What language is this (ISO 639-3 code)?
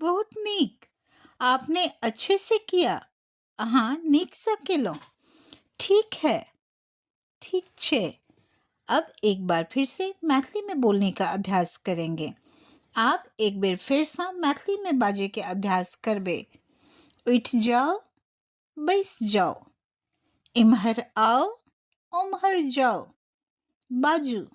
mai